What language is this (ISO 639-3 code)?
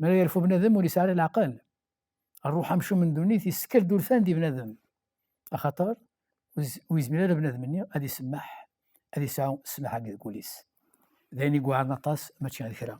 kab